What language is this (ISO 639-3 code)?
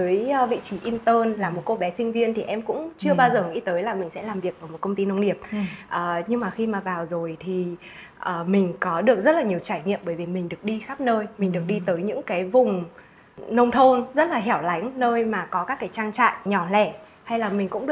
vie